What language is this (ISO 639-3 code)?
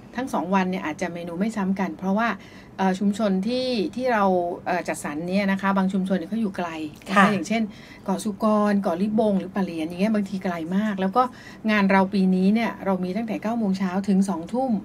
tha